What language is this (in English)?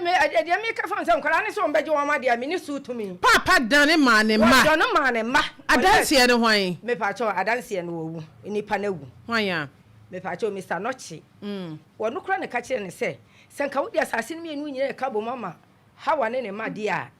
Akan